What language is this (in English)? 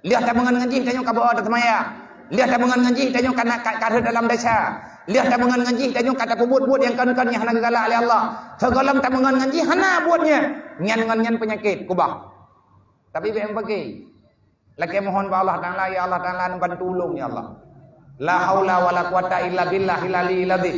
Achinese